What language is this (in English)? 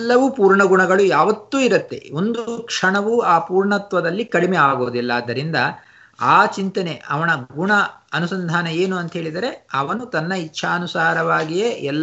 Kannada